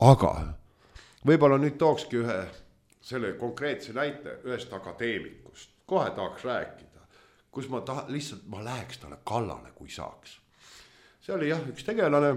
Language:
Estonian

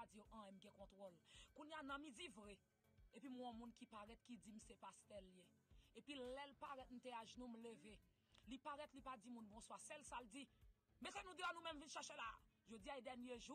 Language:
Haitian Creole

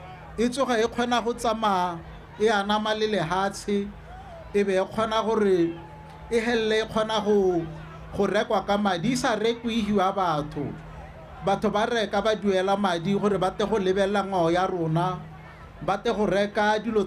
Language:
Tswana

